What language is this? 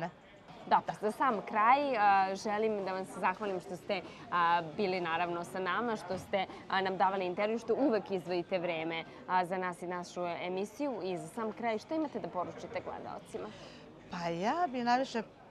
Serbian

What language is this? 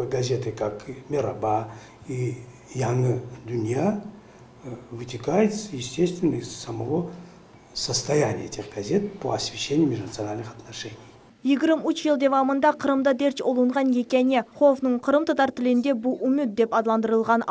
Crimean Tatar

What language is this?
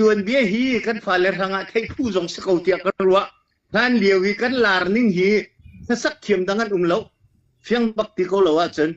Hakha Chin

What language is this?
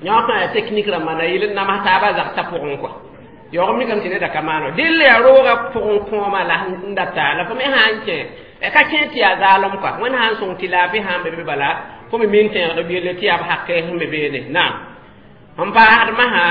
Mossi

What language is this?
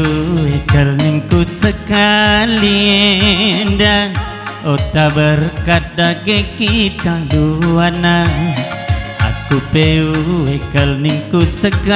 Batak Karo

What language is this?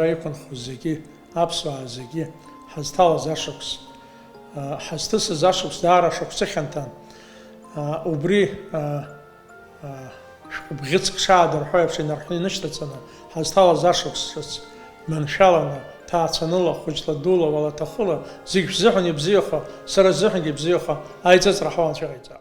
Abkhazian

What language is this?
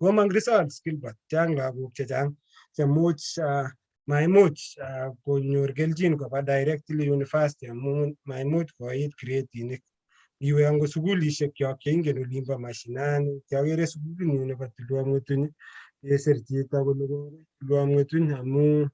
Kalenjin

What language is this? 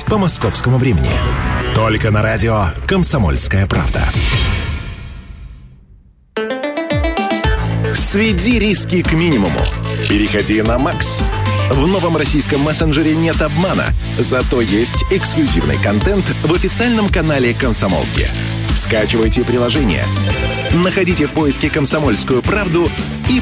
Russian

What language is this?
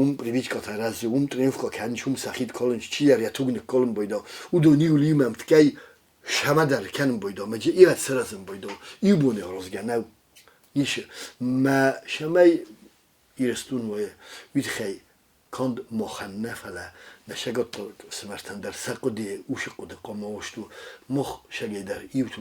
Ossetic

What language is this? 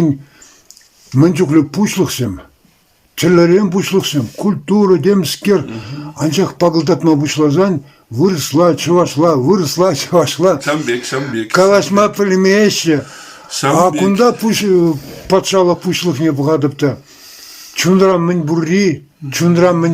Chuvash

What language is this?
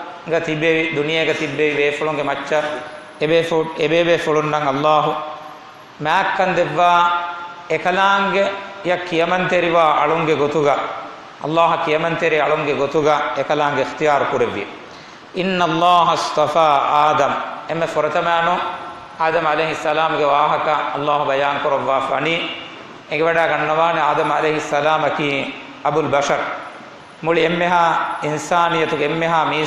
Divehi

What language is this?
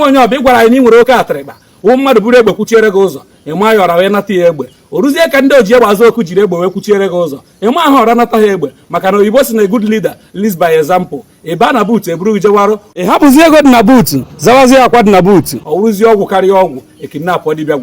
Igbo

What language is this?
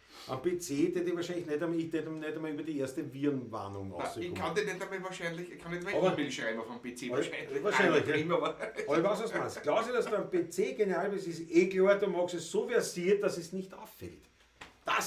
Bavarian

